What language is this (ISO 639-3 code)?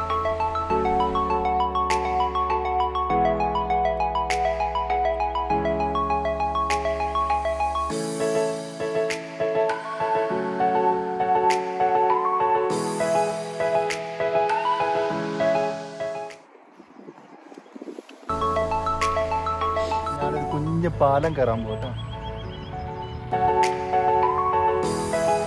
mal